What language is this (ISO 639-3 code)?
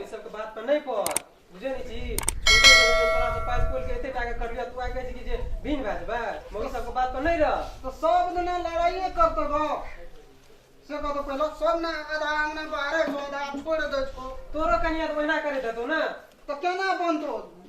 mai